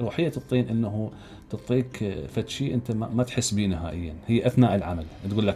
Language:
Mesopotamian Arabic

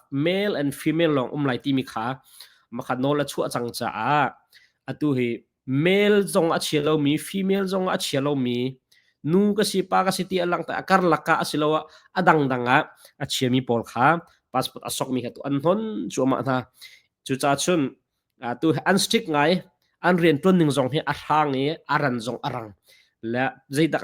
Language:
Hakha Chin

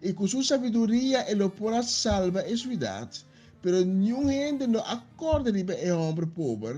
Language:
Papiamento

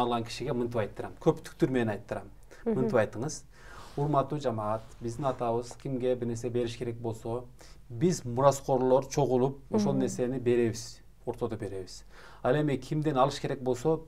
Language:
Kyrgyz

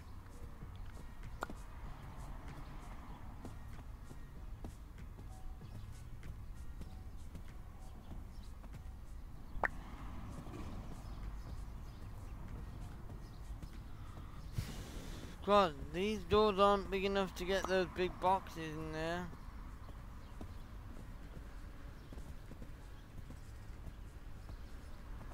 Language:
English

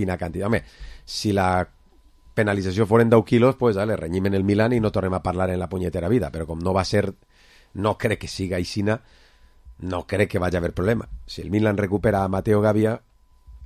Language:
Catalan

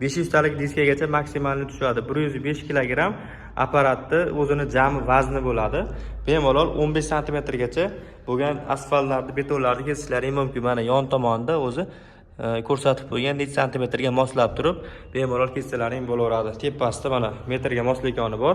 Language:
Uzbek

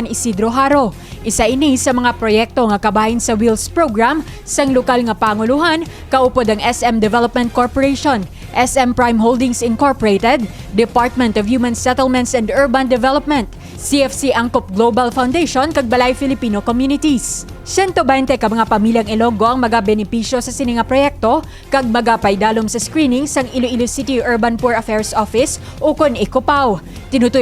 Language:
Hiligaynon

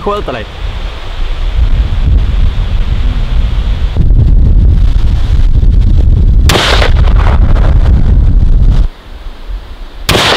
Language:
Swedish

